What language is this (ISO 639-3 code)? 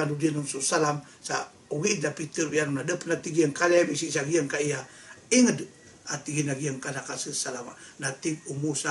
mrw